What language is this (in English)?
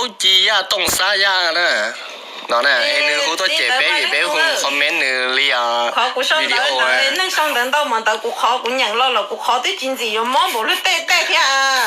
Hmong